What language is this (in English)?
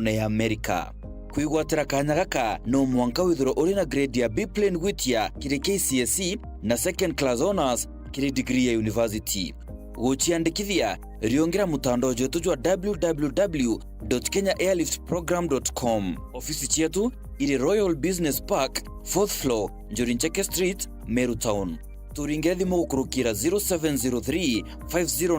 Meru